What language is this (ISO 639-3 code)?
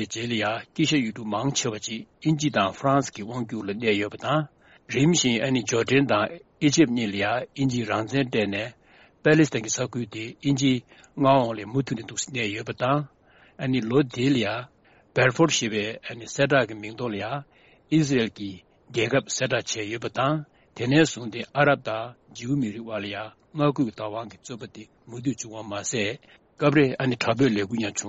bod